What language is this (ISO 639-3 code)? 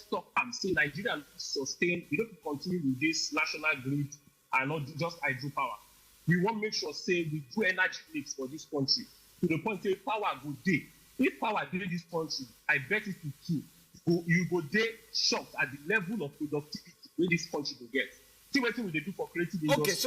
pcm